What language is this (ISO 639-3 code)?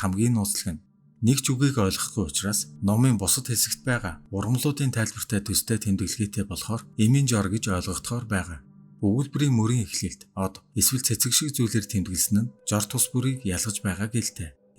mon